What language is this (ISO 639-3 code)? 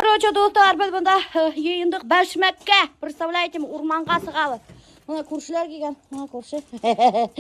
bak